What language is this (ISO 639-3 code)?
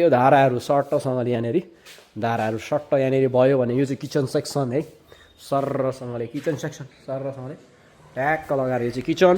nep